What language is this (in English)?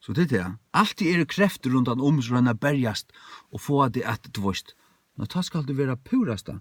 Faroese